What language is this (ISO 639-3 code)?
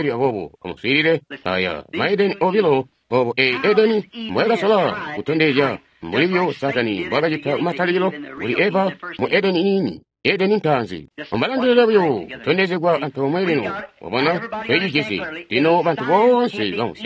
toi